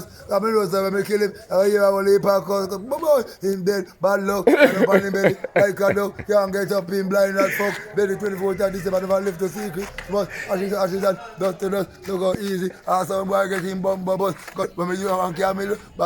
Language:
Jamaican Creole English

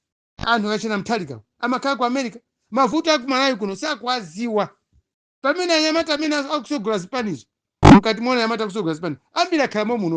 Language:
Nyanja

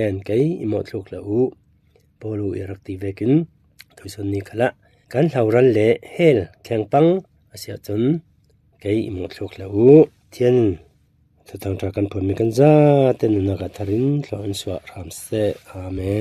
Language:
Falam Chin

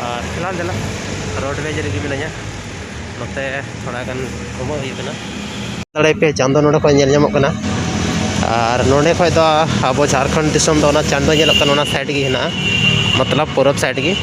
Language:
Santali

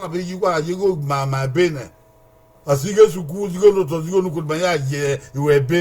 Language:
Bini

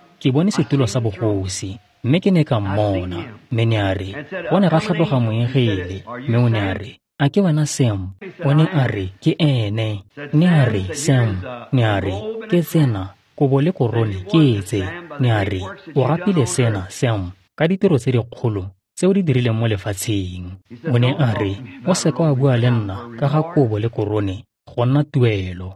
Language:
Tswana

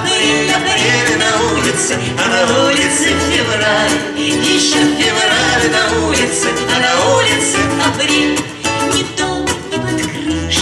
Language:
Russian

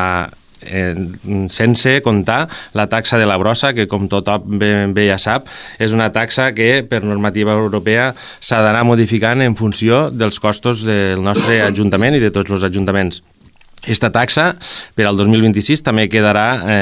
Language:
Catalan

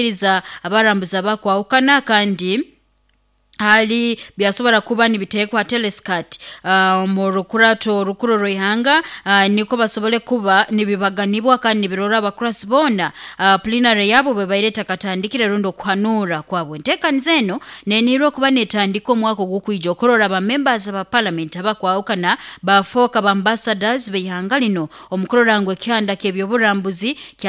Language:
Nyoro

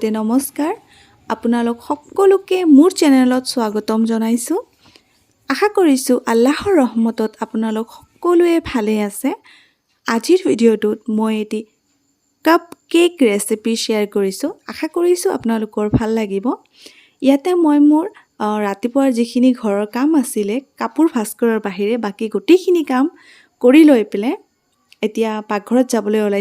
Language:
Assamese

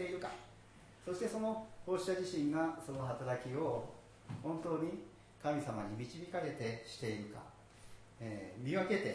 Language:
Japanese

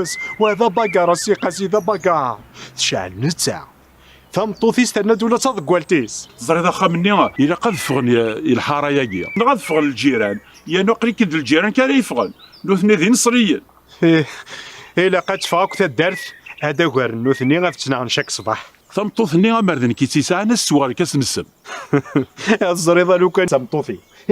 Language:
Kabyle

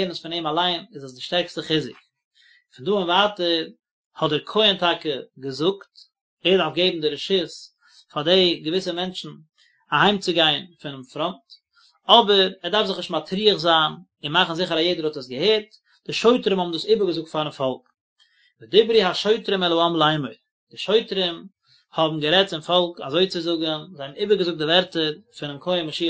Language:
Yiddish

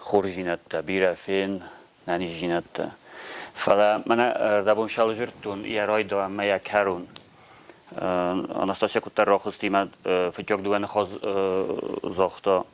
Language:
Ossetic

